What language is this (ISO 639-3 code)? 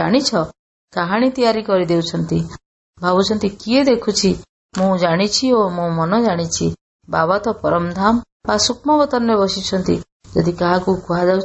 ori